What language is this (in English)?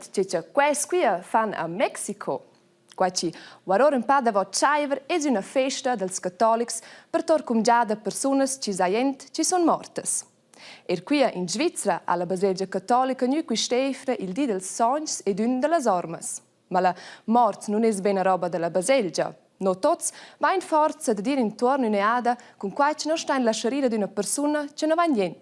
Romansh